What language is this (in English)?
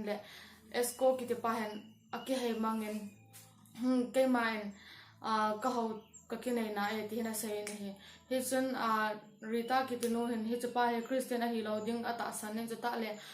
Thado Chin